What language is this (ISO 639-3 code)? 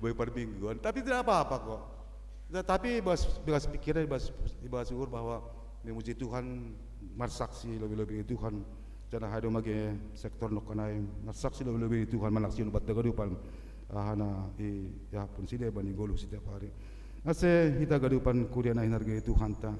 bts